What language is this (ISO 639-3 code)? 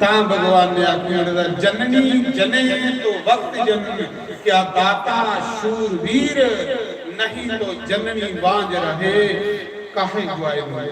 doi